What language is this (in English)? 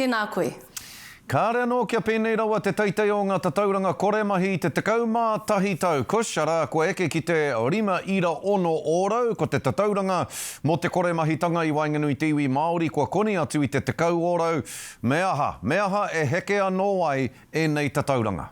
Māori